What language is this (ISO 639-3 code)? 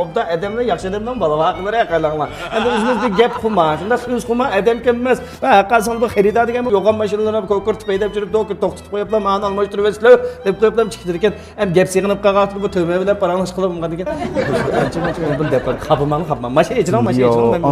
uig